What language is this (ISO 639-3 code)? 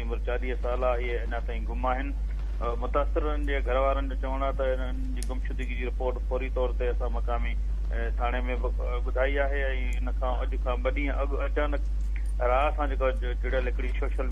snd